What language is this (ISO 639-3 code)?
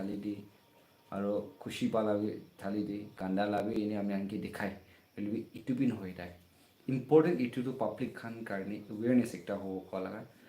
nag